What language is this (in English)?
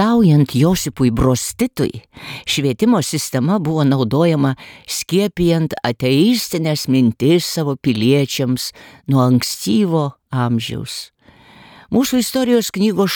Lithuanian